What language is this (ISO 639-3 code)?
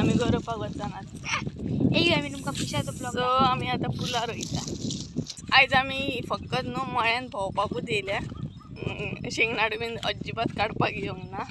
kok